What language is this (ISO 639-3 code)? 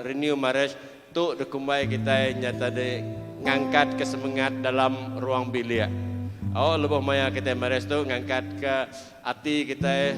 iba